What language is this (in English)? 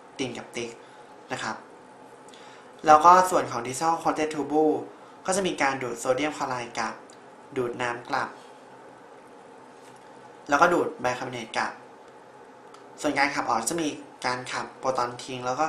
Thai